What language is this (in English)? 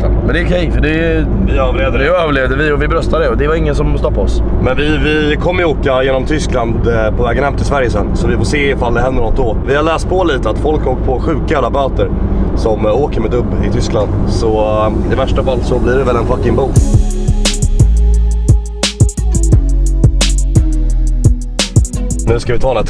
Swedish